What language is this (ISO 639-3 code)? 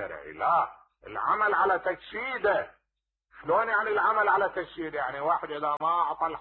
acm